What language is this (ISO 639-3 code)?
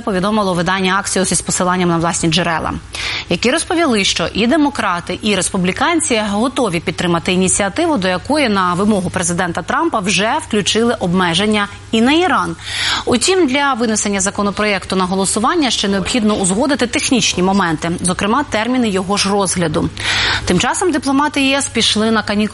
ukr